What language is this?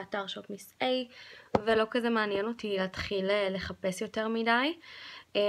Hebrew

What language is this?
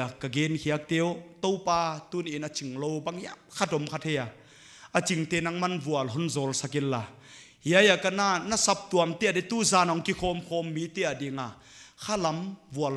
Paite Chin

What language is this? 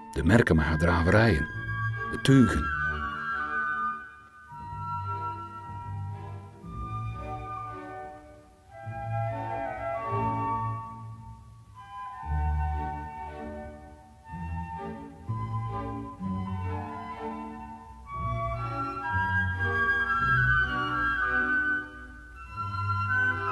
Dutch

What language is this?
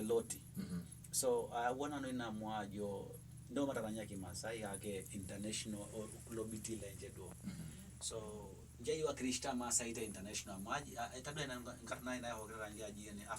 Masai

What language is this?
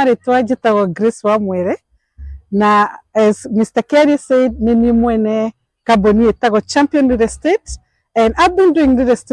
Kikuyu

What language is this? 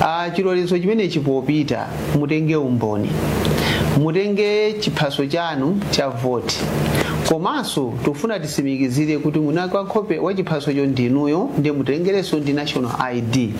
Nyanja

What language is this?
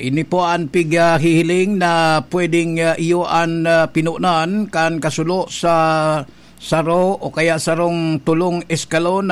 Bikol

